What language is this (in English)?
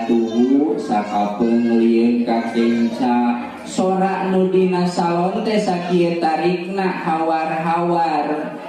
Sundanese